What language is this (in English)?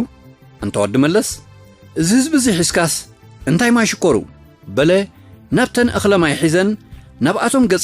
Tigrinya